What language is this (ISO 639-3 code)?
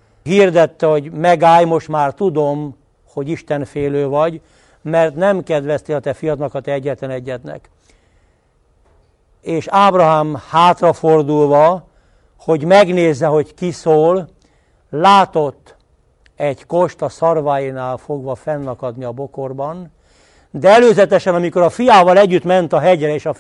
hun